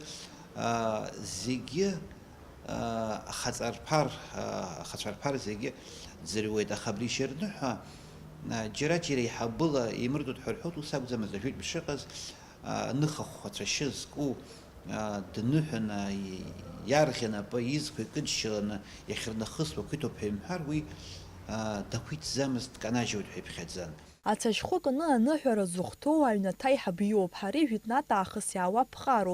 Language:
Abkhazian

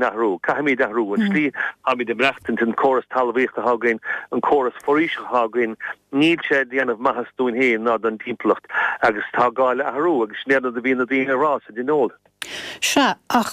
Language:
Irish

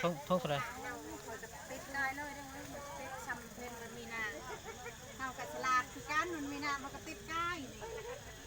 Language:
Lao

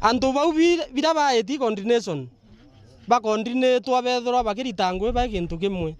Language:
Meru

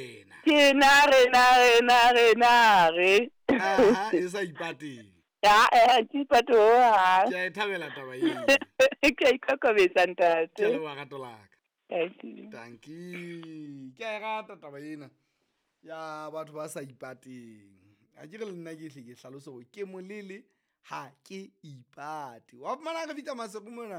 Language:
Southern Sotho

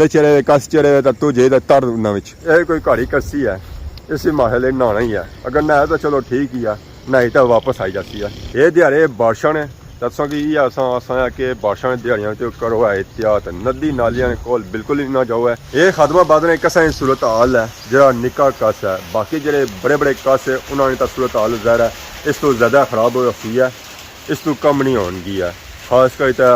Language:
Pahari-Potwari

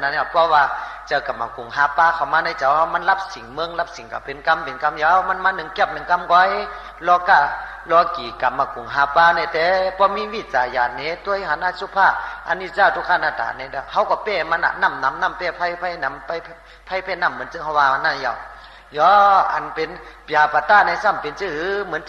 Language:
Shan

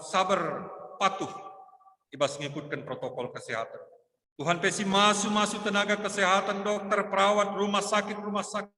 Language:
Batak Karo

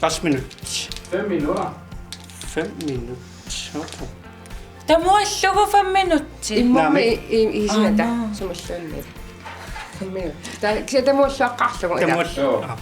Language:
Kalaallisut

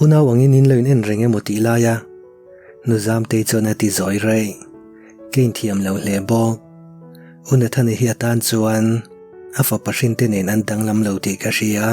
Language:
Mizo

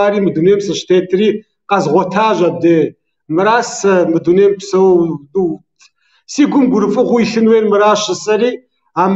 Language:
Kabardian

